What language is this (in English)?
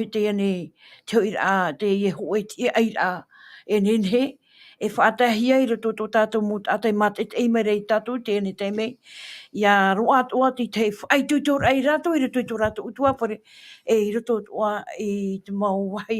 Tahitian